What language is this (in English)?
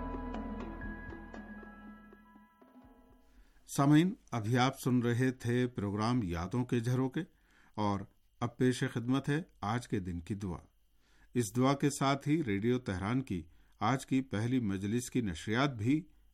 Urdu